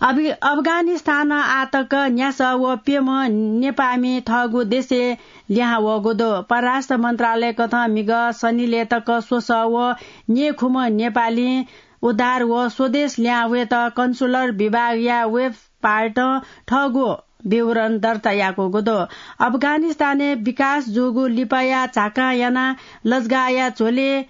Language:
Newari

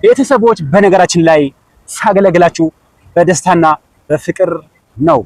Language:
Amharic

